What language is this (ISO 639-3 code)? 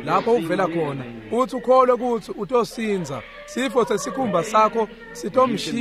ssw